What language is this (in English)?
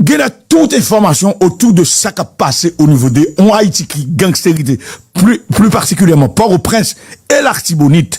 Haitian Creole